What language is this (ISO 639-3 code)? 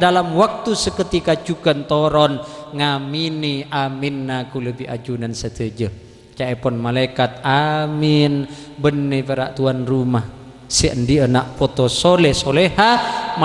mad